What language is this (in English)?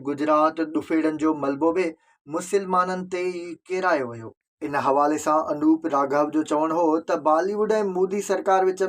Sindhi